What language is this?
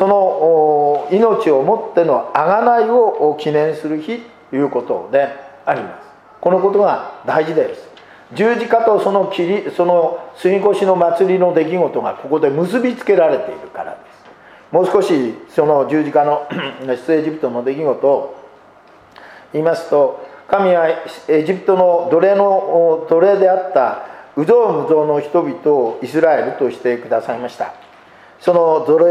Japanese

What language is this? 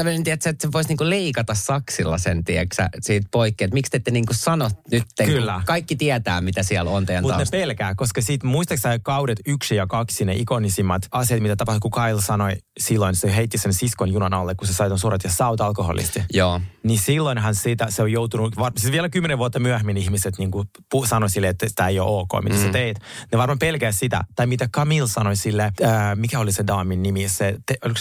Finnish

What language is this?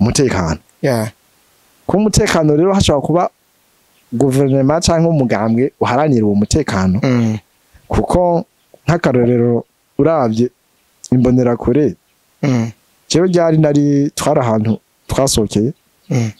Rundi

